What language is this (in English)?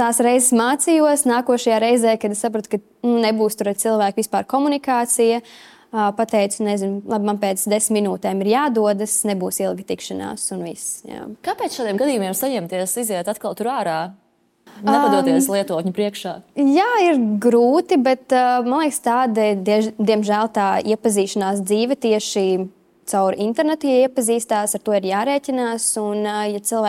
Latvian